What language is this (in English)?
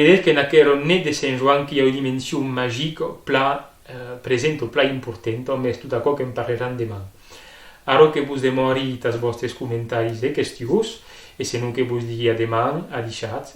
Occitan